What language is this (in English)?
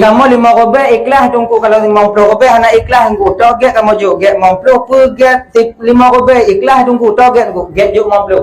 Achinese